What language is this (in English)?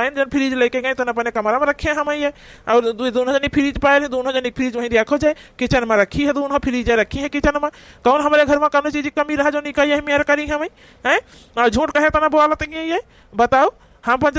Awadhi